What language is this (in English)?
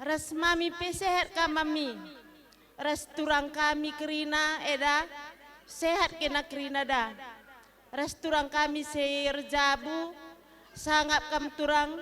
Batak Karo